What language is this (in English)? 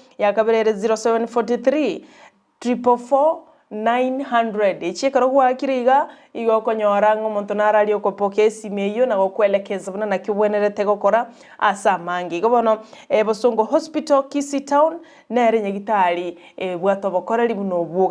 Gusii